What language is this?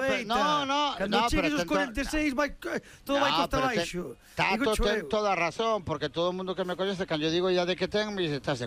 Galician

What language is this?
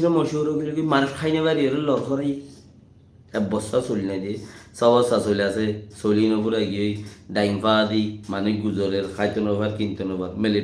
Rohingya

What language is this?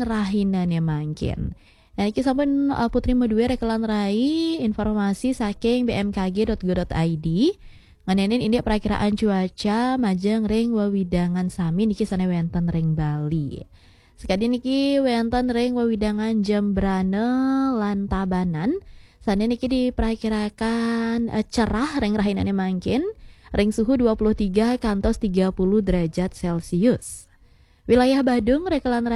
Balinese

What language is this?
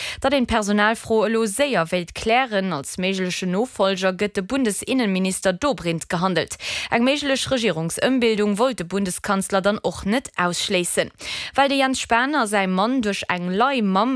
Luxembourgish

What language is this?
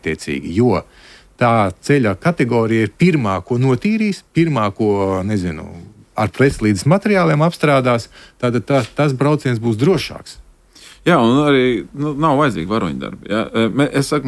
Latvian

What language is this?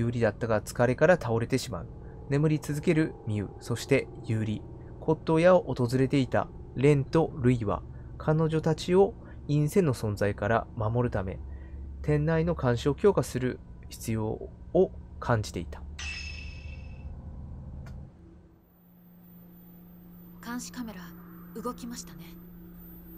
Japanese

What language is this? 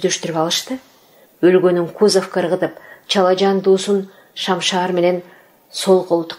Kyrgyz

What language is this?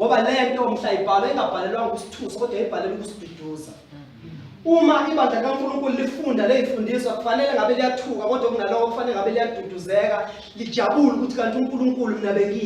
Zulu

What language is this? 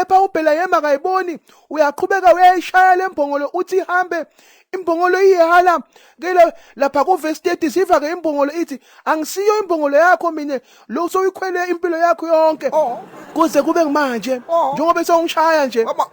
Zulu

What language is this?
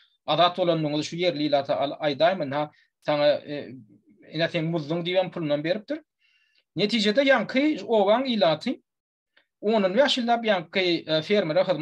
Turkmen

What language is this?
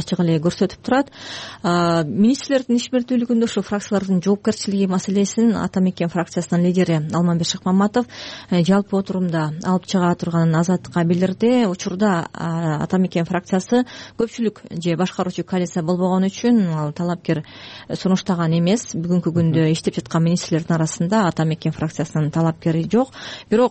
Kyrgyz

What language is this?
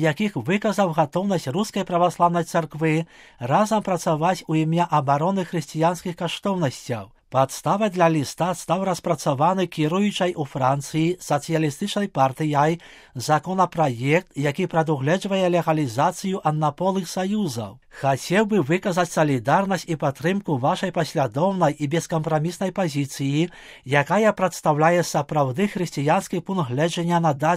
Belarusian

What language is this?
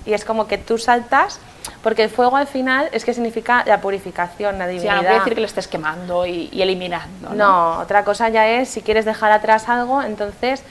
Spanish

